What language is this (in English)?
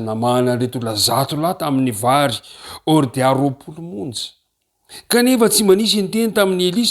Malagasy